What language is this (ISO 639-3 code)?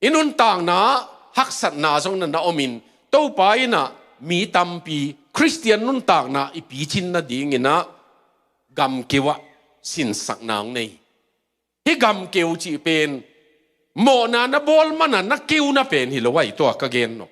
ctd